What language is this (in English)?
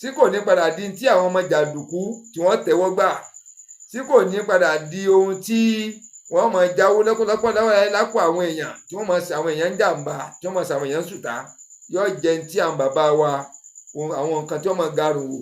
Yoruba